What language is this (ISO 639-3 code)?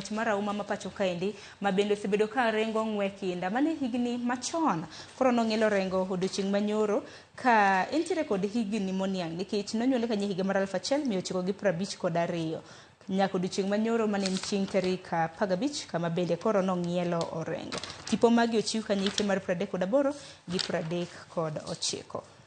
luo